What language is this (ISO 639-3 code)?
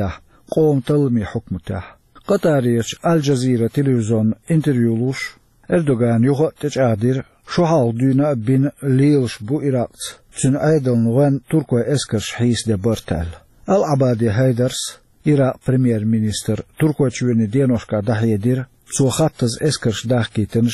che